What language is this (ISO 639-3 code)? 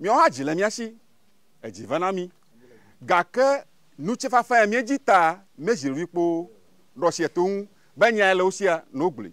ewe